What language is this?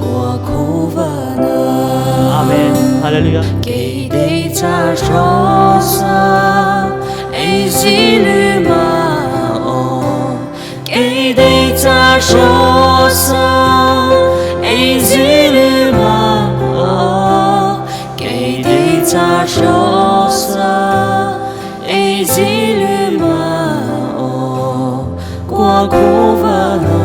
Mara Chin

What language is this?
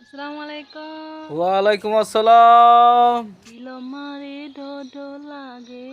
Rohingya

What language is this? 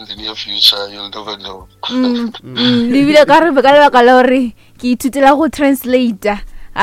Northern Sotho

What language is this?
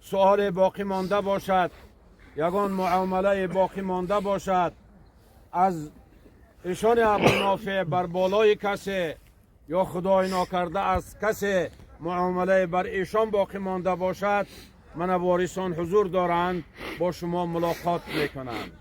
Tajik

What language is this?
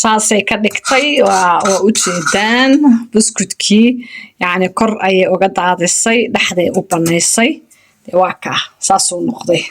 Somali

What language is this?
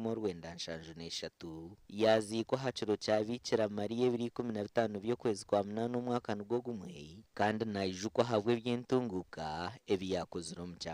Nyankole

